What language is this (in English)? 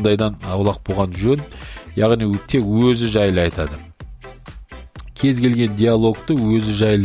Kazakh